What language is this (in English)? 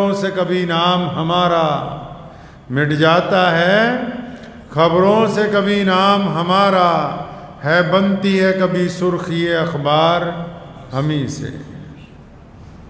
Hindi